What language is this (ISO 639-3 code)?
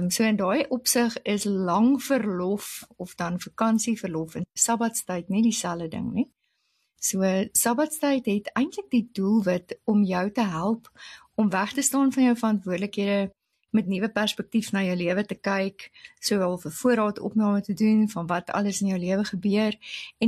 afr